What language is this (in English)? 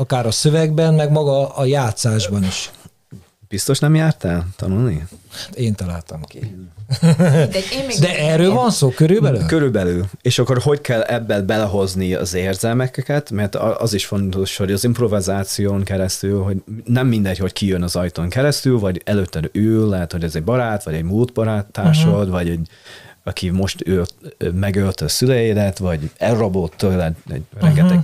Hungarian